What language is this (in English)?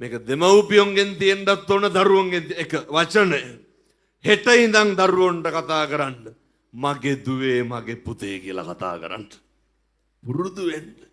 Sinhala